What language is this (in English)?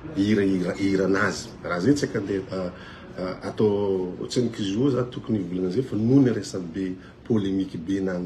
Malagasy